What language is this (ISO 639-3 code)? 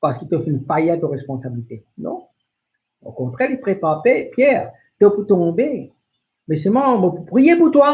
mfe